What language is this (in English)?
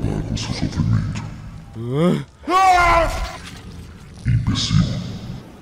Portuguese